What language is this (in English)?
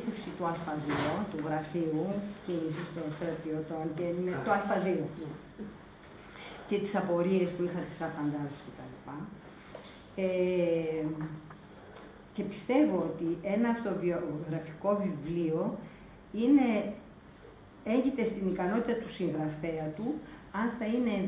Greek